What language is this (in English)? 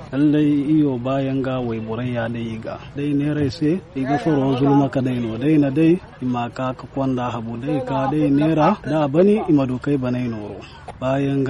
Zarma